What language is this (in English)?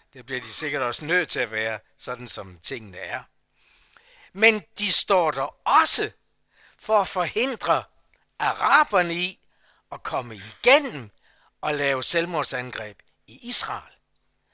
Danish